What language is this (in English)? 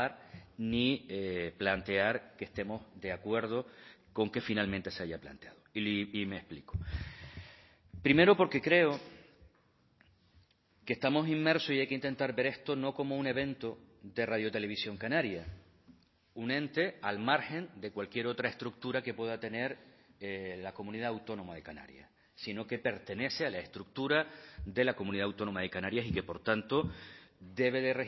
Spanish